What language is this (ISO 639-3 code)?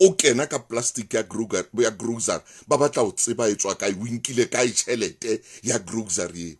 sot